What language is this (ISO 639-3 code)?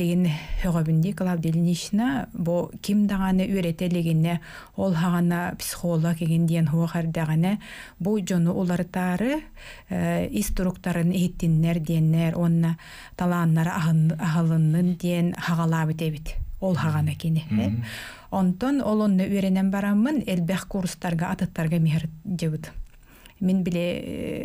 sah